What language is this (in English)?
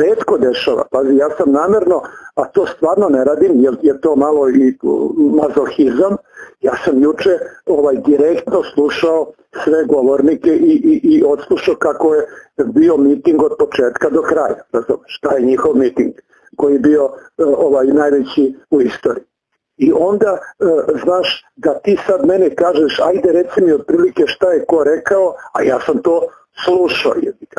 Serbian